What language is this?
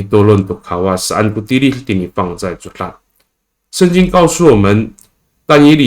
Amis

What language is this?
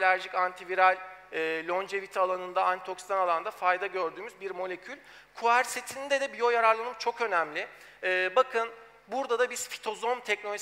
Turkish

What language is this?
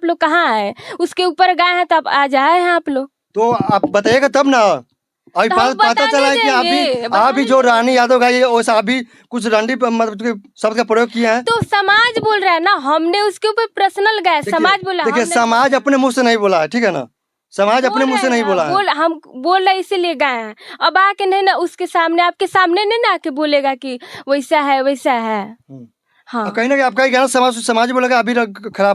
Bhojpuri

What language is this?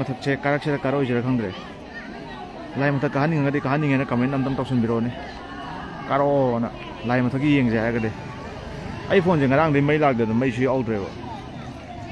Manipuri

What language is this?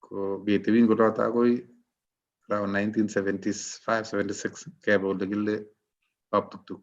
Kalenjin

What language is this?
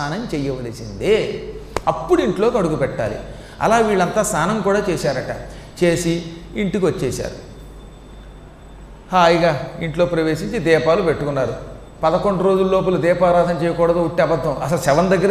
Telugu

